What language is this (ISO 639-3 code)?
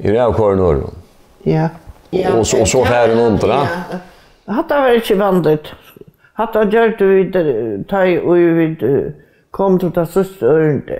fao